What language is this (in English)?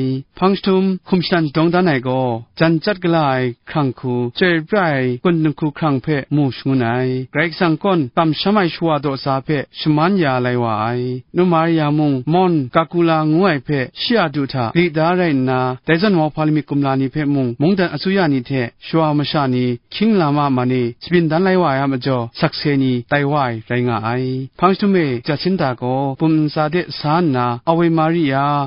Kachin